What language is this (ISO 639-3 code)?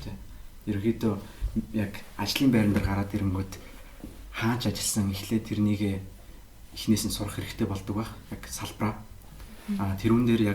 mon